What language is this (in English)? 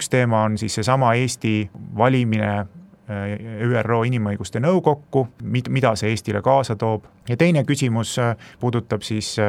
Estonian